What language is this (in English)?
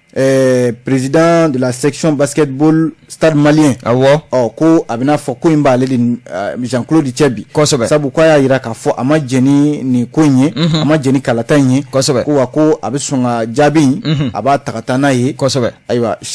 Bambara